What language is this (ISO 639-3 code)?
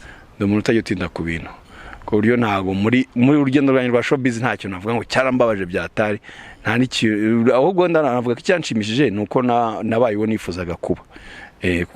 kin